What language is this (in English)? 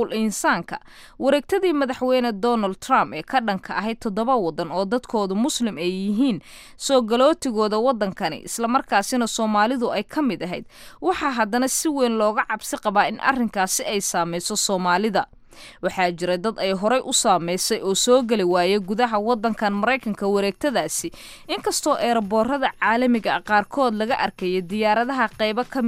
Somali